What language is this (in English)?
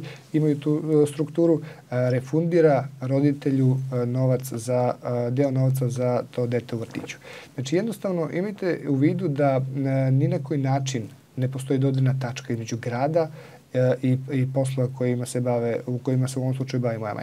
Serbian